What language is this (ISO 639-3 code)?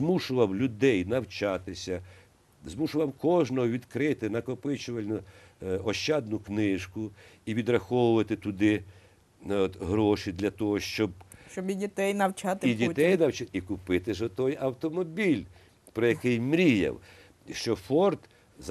ukr